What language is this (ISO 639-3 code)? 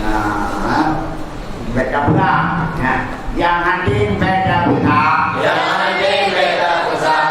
ace